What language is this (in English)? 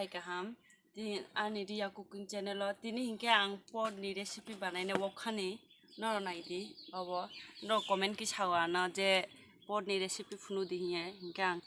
Kok Borok